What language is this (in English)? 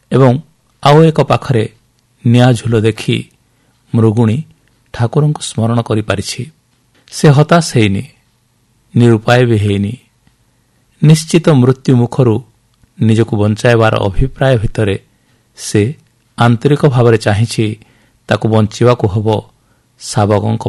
Odia